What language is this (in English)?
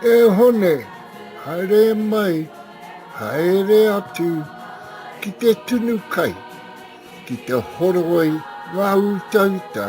Māori